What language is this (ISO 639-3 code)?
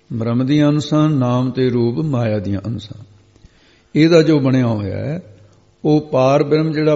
pan